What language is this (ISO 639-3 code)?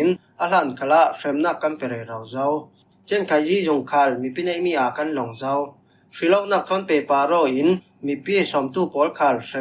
cfm